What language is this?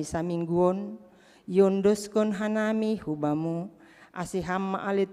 Batak Simalungun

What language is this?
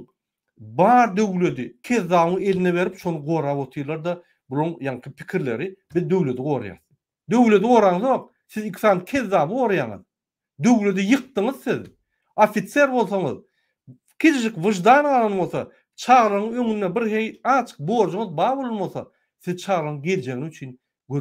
Turkmen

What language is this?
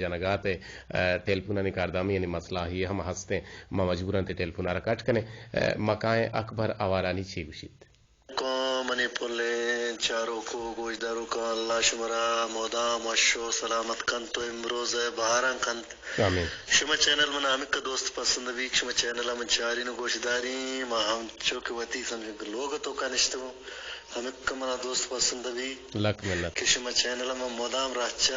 Eastern Balochi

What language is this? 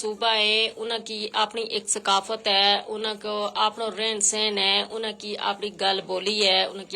Gujari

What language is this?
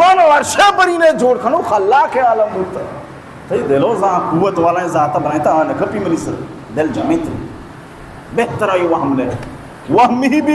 Baluchi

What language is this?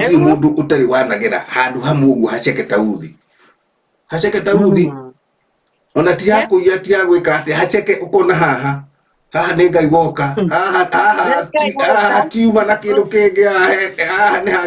Kikuyu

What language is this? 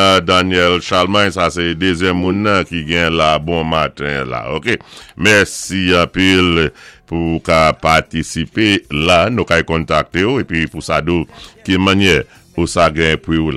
Saint Lucian Creole French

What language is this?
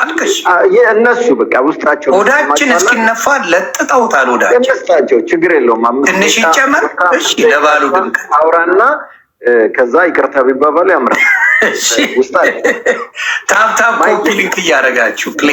Amharic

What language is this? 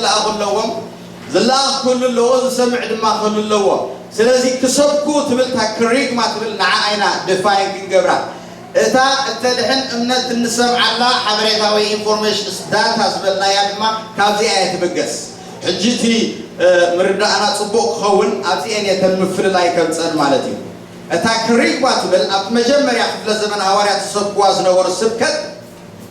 Tigrinya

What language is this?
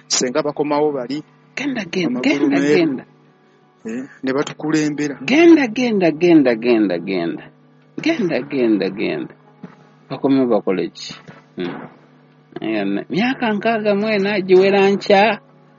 Ganda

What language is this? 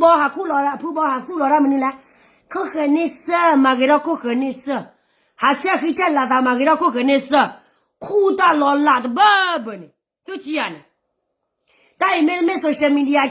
S'gaw Karen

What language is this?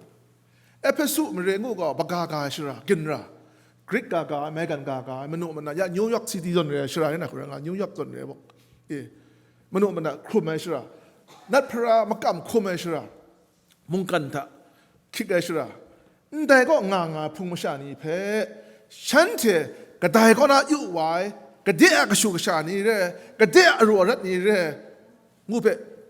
Kachin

